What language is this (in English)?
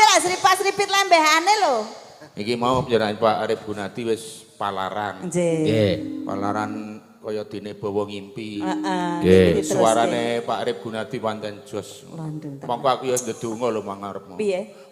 Javanese